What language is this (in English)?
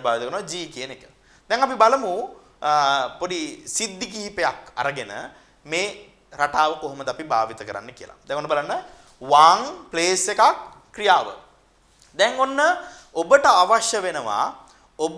Sinhala